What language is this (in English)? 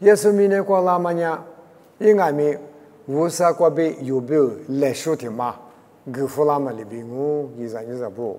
Lisu